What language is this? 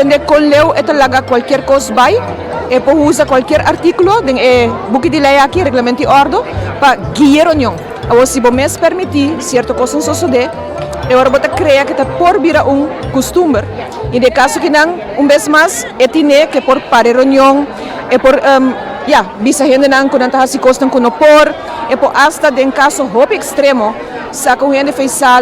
Papiamento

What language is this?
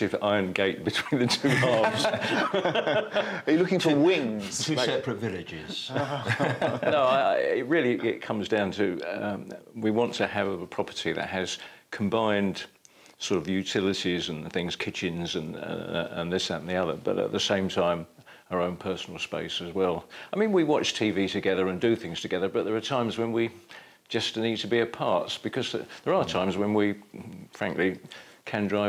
English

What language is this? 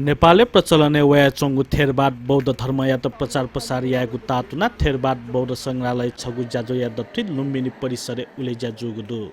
Newari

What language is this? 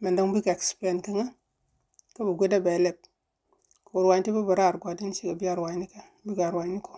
Nuer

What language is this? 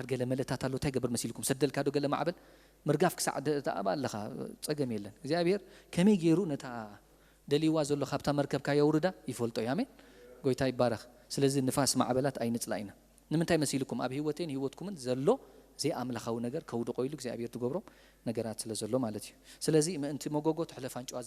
Tigrinya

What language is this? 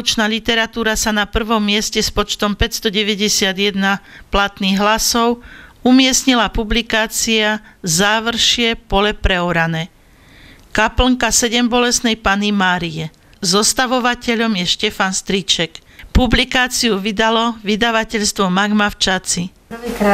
Slovak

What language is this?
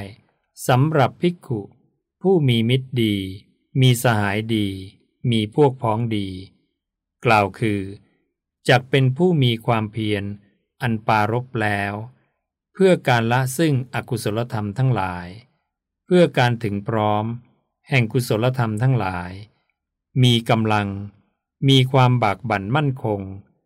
Thai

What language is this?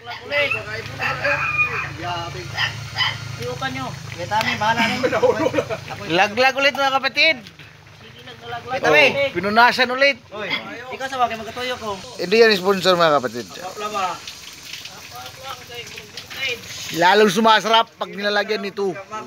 Filipino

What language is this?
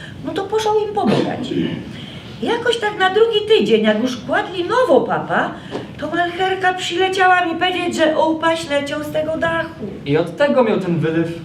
Silesian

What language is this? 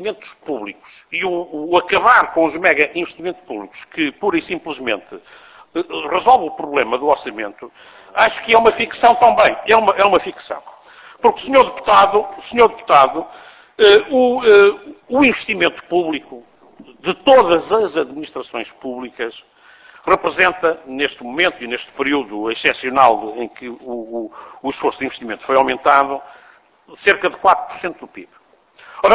Portuguese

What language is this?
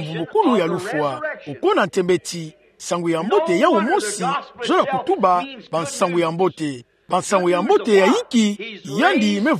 Kituba (Democratic Republic of Congo)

